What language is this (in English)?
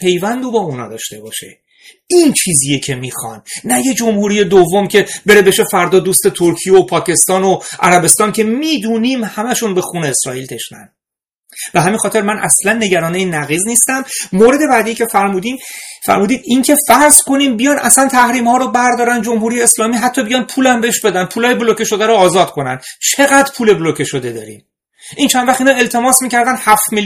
Persian